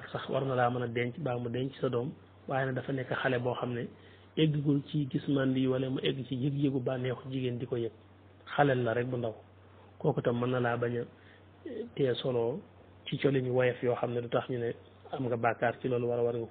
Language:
Wolof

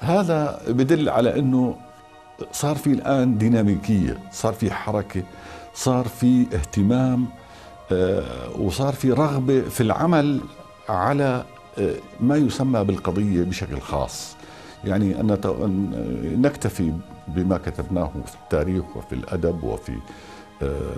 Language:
North Levantine Arabic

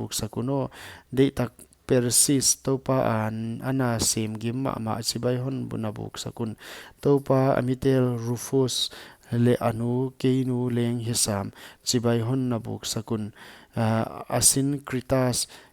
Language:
Paite Chin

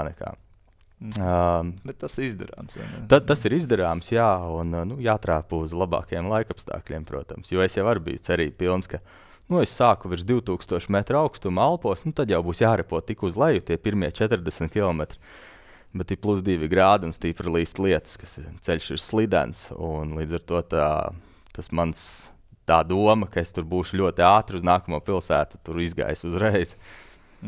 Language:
Latvian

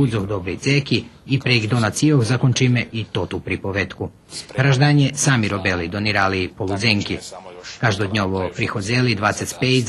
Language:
Rusyn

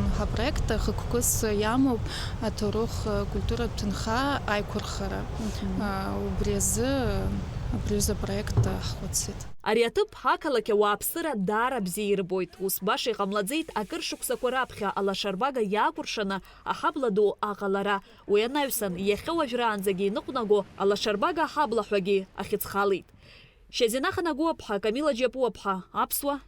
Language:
Abkhazian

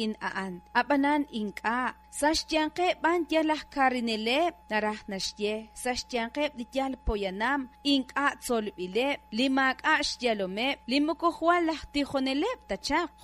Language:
Kekchí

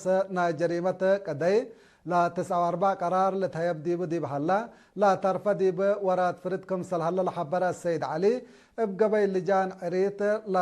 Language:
Tigre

